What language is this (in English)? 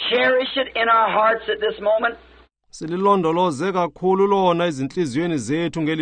Xhosa